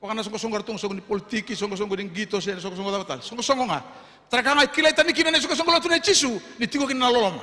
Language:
Fijian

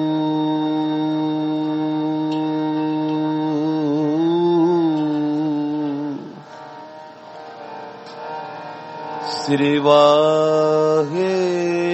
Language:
Punjabi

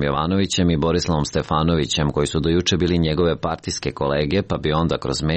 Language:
Serbian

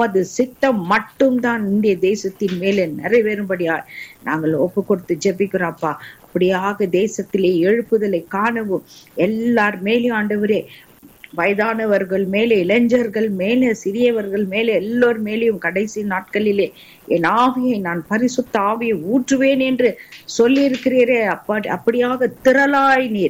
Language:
Tamil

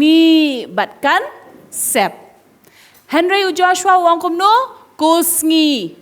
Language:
Khasi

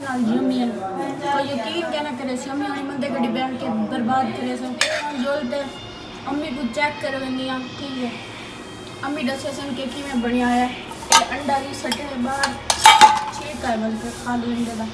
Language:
Saraiki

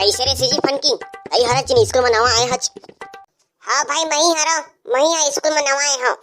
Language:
Chhattisgarhi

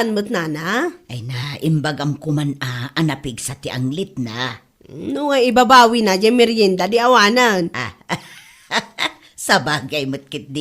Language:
Iloko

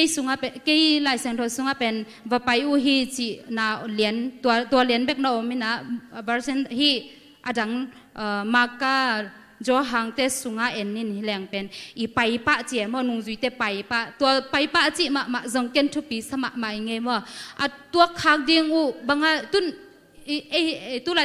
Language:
Tedim Chin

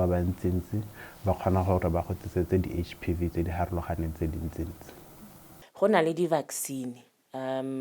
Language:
Tswana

